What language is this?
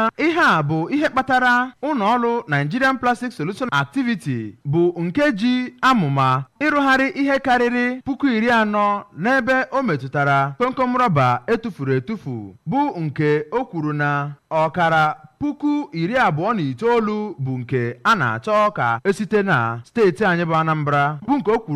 Igbo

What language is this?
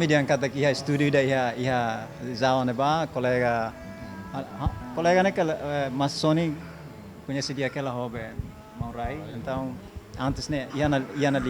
Tetum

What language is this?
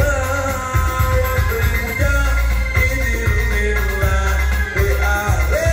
Sundanese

